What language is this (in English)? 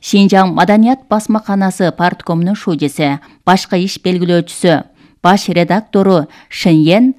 Kyrgyz